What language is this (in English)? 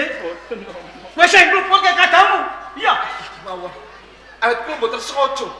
Javanese